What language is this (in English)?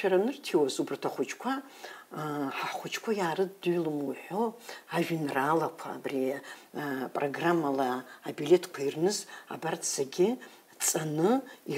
Abkhazian